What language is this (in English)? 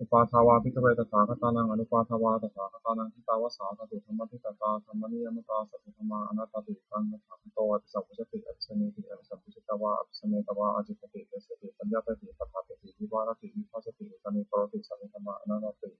Pali